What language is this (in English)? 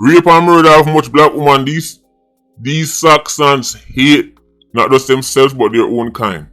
Jamaican Creole English